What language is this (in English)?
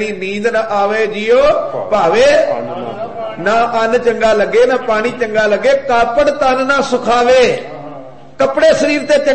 Punjabi